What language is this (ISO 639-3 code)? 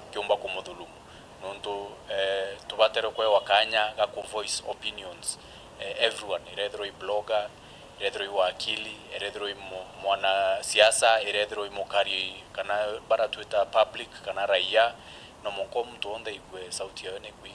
mer